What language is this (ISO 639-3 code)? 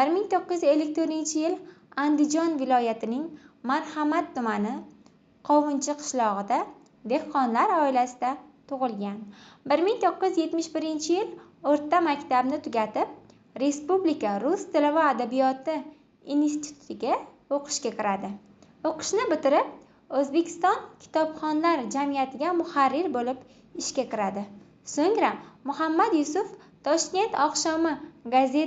uzb